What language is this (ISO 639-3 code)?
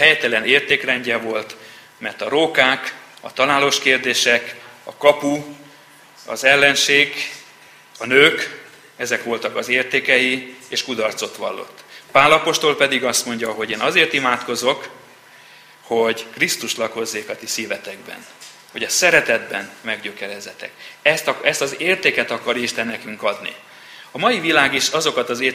hun